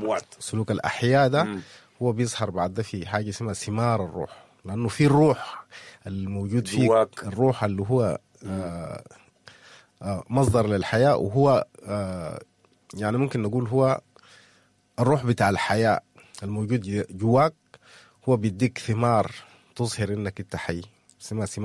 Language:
Sudanese Arabic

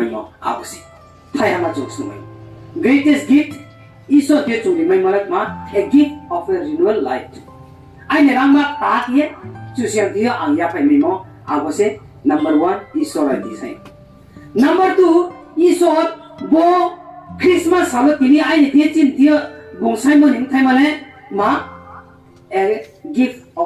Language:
Riang (India)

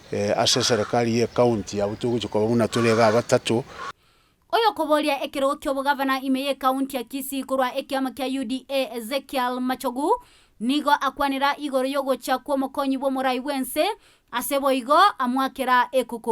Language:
Gusii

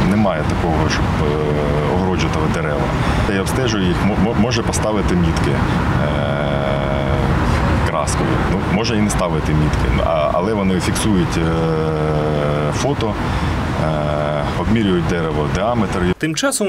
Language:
Ukrainian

